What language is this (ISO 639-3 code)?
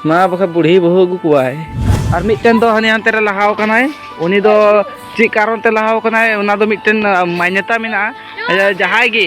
sat